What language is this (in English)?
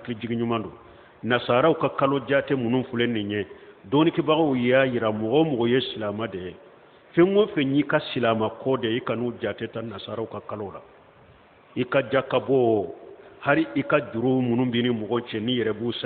Bambara